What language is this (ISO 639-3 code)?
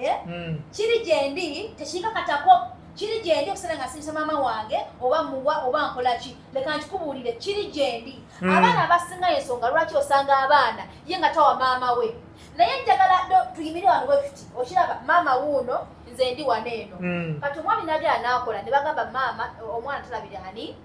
lug